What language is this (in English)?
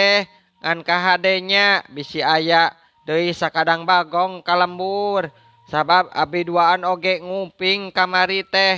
Sundanese